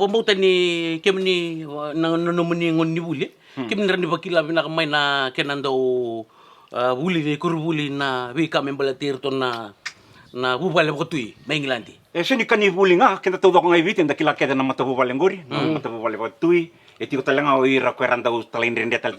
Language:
Fijian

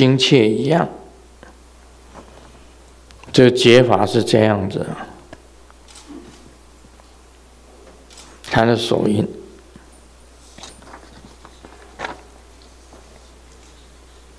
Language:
Chinese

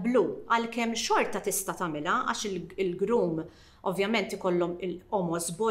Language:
Maltese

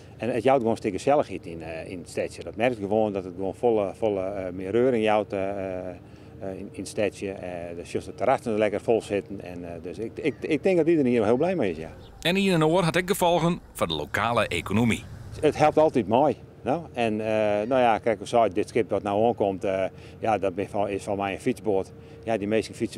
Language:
Western Frisian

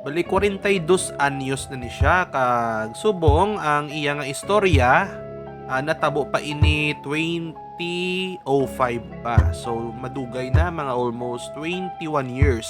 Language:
Hiligaynon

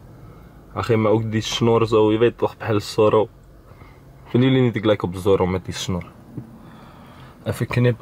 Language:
Dutch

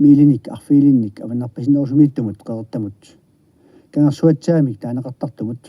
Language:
Kalaallisut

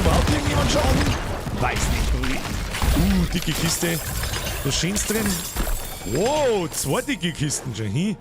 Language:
Bavarian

